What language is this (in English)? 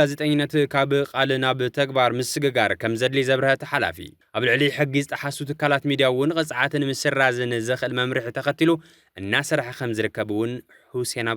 Tigrinya